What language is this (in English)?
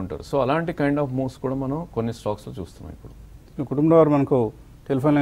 Telugu